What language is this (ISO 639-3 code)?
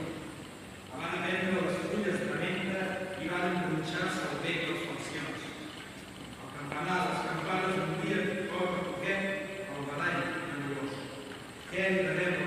cat